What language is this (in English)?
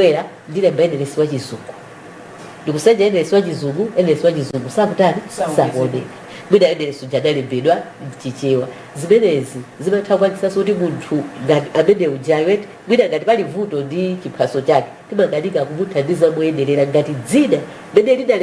Nyanja